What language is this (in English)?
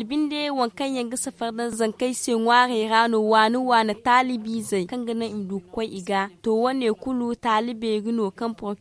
Zarma